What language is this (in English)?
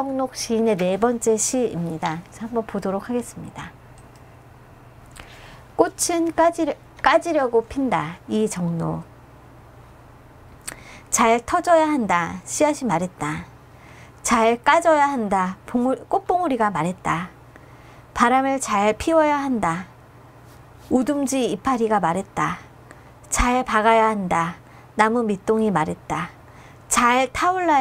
Korean